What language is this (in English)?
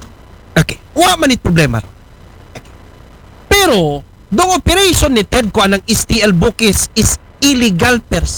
Aklanon